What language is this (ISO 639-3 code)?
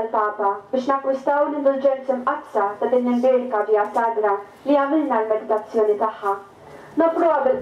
mlt